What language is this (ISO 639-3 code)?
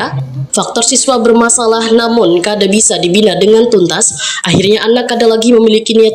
bjn